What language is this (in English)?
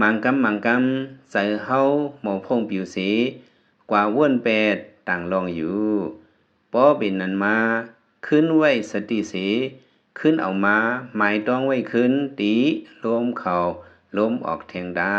Lao